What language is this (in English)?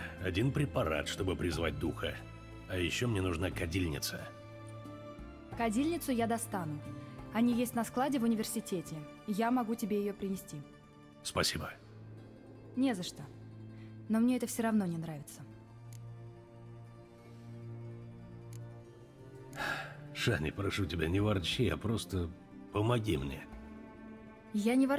Russian